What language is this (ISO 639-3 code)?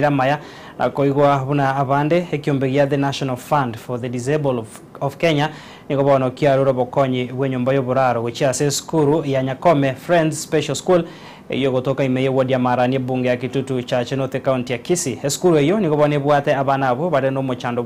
guz